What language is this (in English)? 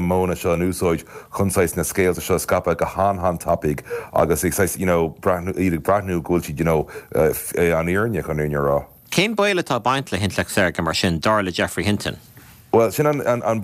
Irish